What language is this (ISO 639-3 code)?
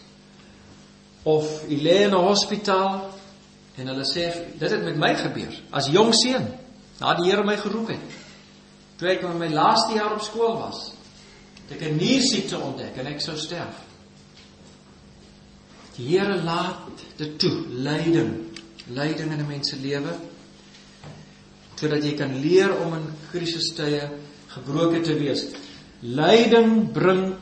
afr